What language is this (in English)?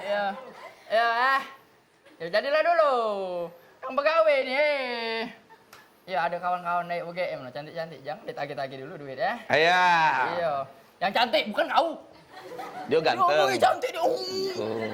Musi